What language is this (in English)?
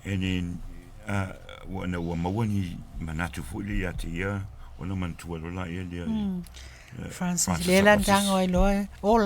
Samoan